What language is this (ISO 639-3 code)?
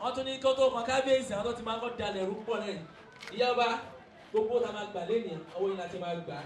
yor